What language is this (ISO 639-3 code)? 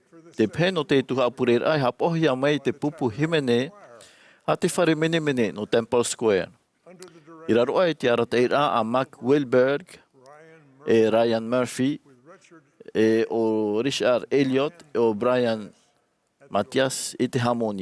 tah